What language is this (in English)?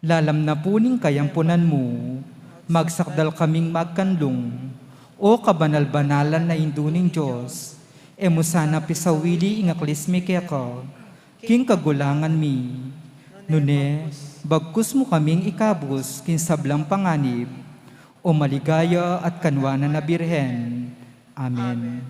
Pampanga